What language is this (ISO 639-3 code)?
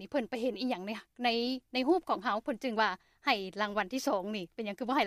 lao